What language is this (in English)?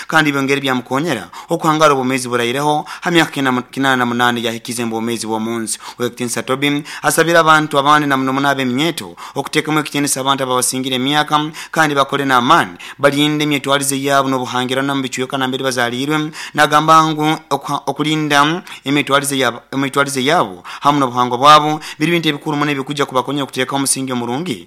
Nyoro